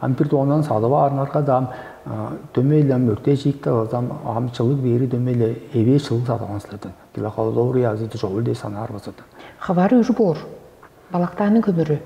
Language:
Tuvinian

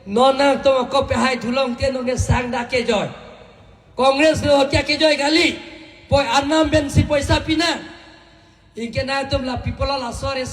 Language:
Karbi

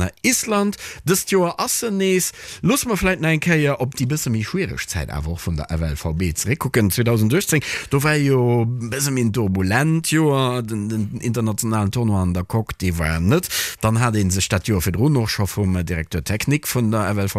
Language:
Luxembourgish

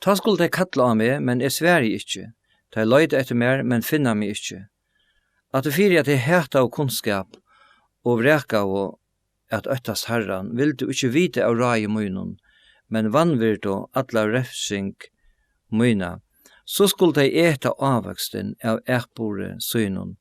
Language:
Faroese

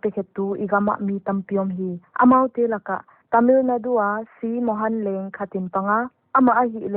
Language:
Paite Chin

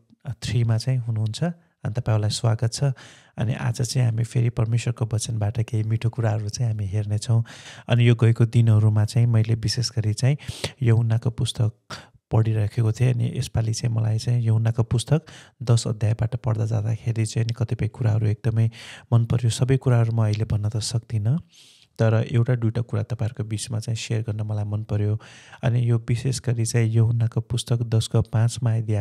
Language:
Nepali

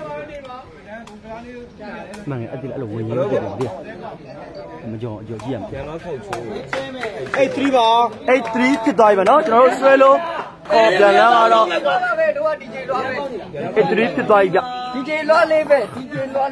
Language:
Burmese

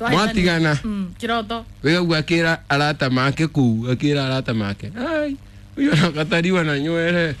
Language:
Kikuyu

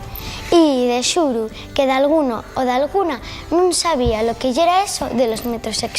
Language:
Asturian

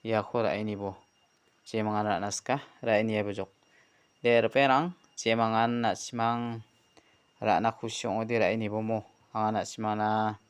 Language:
Garo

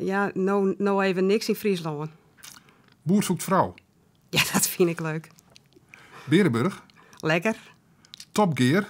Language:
Western Frisian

